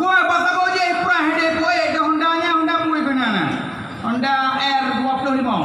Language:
Achinese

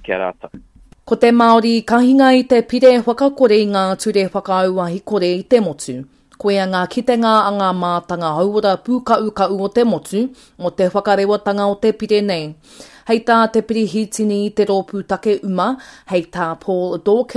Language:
Māori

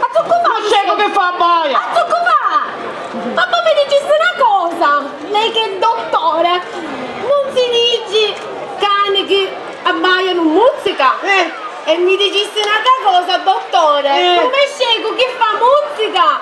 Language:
Sicilian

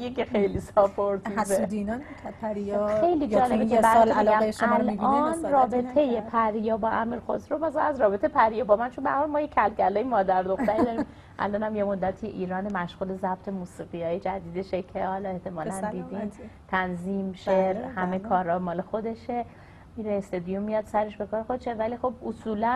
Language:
Persian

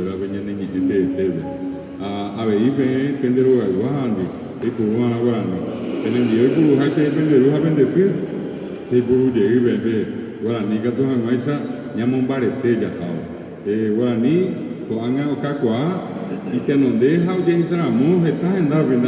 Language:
Guarani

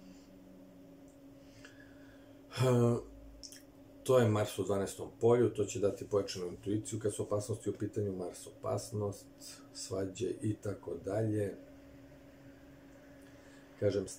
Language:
Serbian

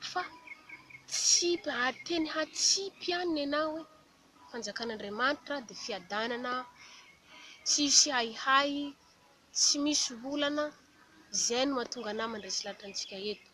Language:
Malagasy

